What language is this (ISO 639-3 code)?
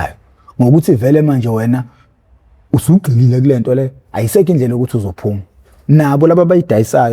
zul